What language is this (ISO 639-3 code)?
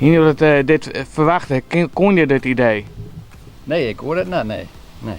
fry